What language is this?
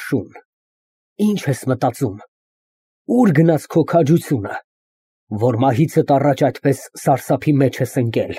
Armenian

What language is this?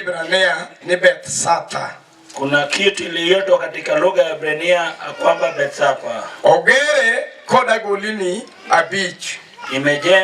Luo (Kenya and Tanzania)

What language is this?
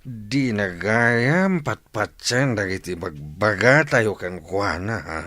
Iloko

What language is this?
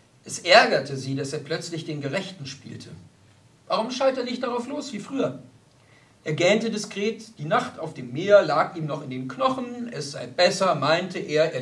German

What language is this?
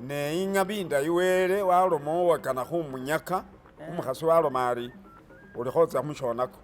Masaaba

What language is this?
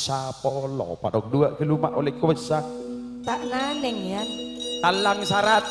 Madurese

